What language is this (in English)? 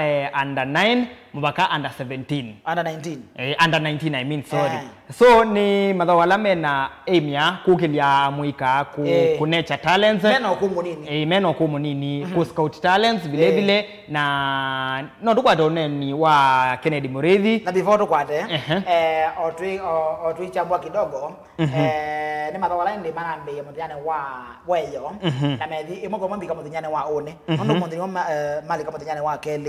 Kamba